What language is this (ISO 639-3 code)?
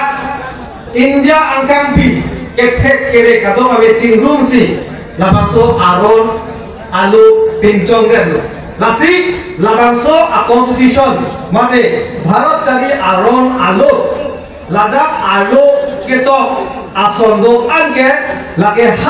mjw